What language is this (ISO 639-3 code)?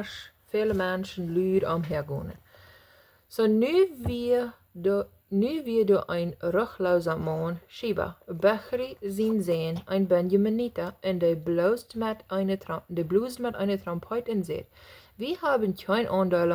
pdt